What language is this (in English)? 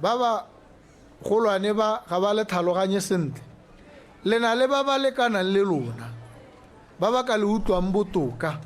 Tswana